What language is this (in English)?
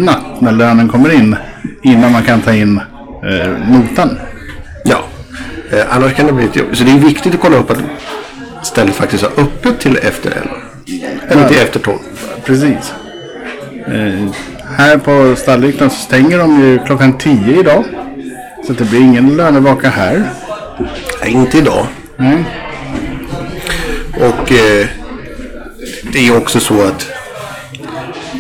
Swedish